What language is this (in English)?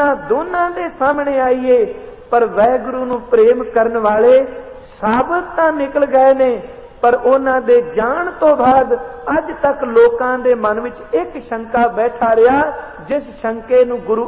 Punjabi